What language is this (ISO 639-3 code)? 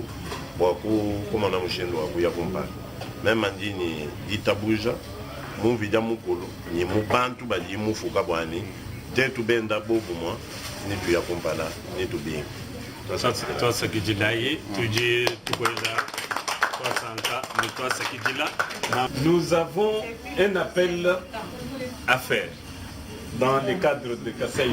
lua